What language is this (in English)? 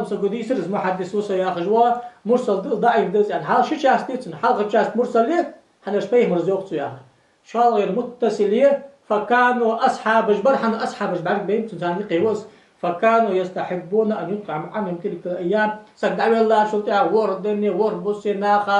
Ingush